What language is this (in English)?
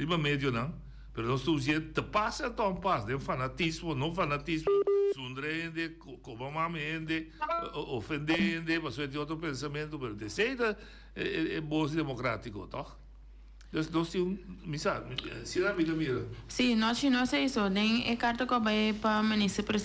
Papiamento